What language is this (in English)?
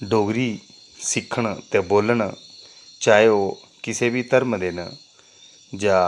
Dogri